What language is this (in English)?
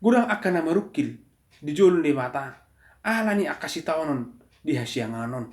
Batak Toba